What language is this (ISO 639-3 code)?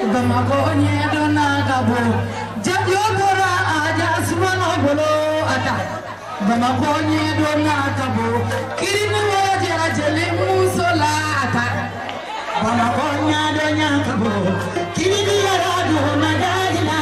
bam